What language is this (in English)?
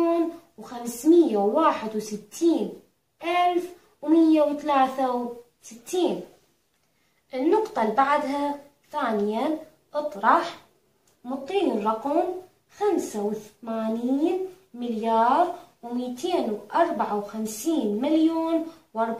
Arabic